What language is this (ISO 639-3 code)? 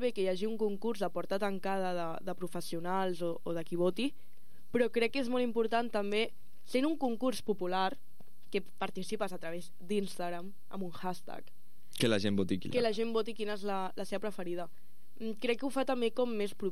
cat